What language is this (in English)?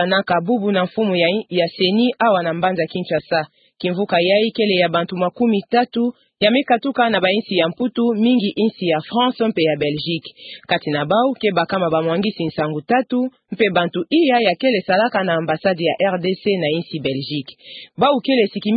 Kituba (Democratic Republic of Congo)